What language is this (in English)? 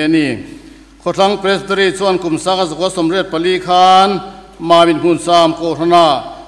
Mizo